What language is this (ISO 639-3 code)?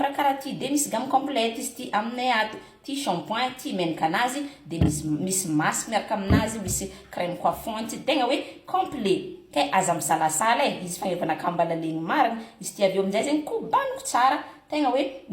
mlg